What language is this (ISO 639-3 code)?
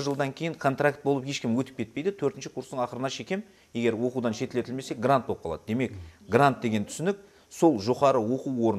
kaa